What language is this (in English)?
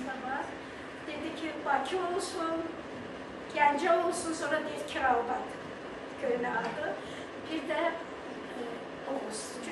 Azerbaijani